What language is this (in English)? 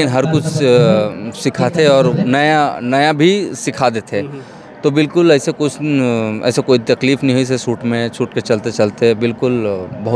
Chhattisgarhi